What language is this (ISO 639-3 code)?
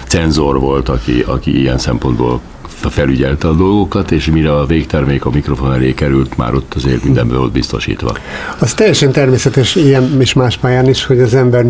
hun